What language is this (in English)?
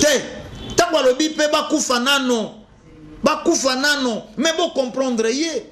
Lingala